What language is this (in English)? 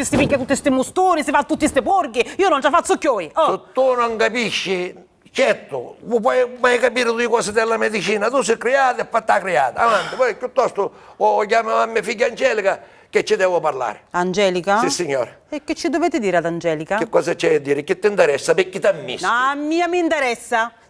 Sicilian